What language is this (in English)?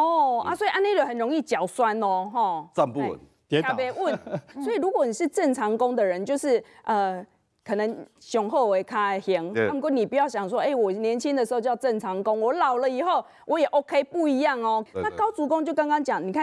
Chinese